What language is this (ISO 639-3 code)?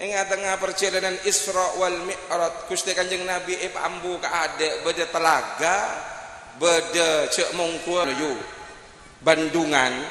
mad